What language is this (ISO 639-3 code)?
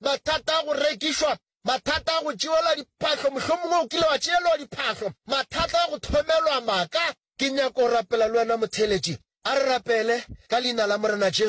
nso